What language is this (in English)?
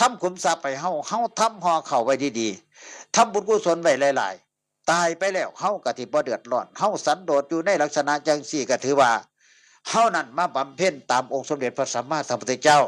Northeastern Thai